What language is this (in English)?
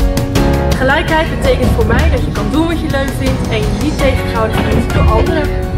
Dutch